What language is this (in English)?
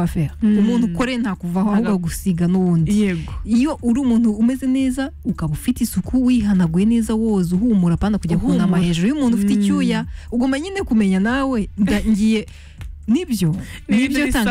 Kinyarwanda